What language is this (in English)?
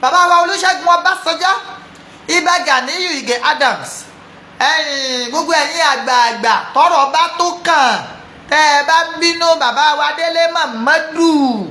Yoruba